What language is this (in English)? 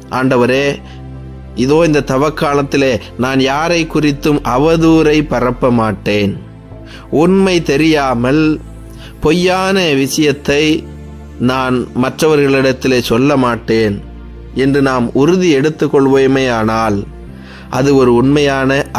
Tamil